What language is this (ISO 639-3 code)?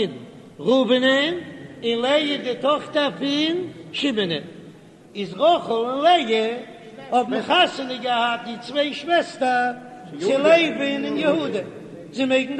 yid